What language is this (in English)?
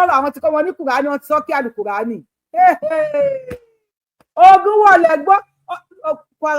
Yoruba